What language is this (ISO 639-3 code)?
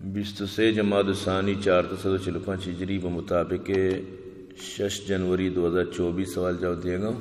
bgp